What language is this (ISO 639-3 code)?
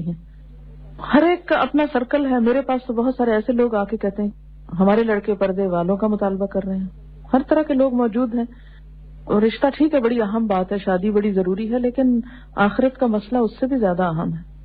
urd